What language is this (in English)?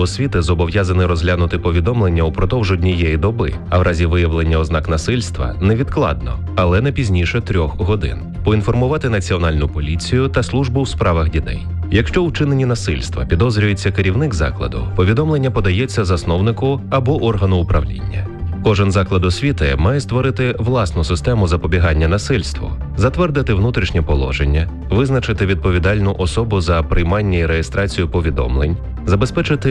Ukrainian